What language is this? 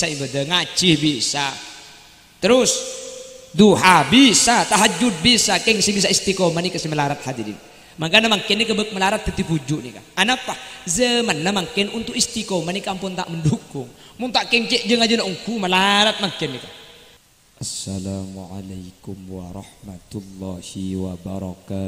Madurese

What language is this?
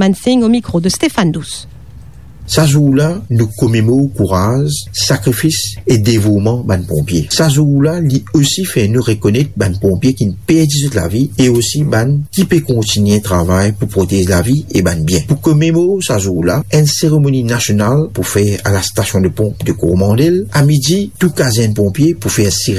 Morisyen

